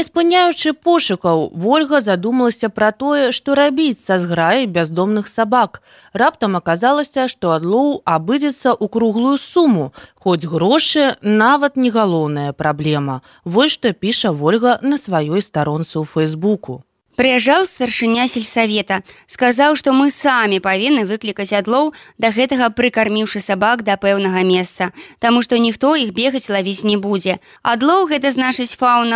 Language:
Belarusian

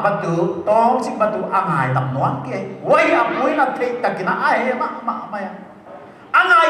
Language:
Paite Chin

